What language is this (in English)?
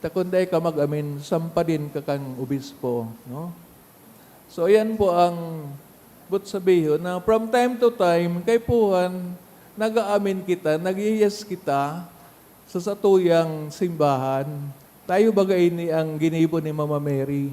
Bikol